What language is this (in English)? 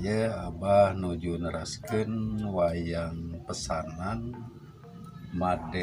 Sundanese